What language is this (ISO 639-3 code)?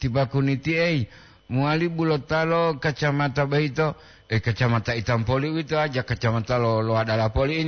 gor